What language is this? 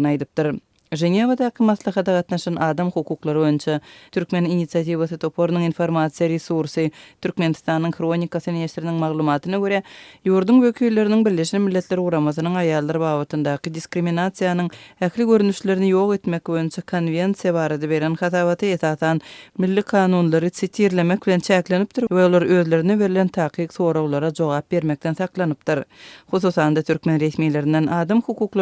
Turkmen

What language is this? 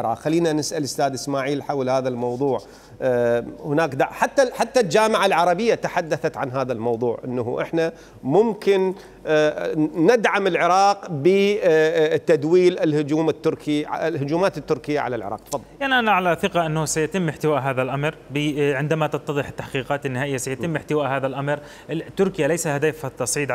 Mesopotamian Arabic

